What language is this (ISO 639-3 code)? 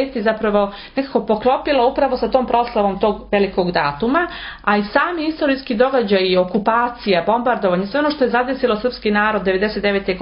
srp